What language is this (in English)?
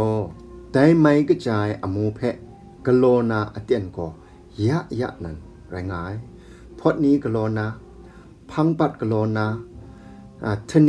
Kachin